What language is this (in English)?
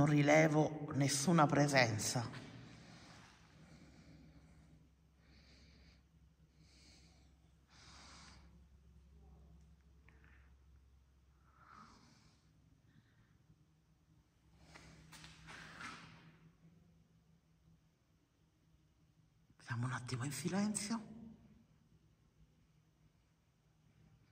Italian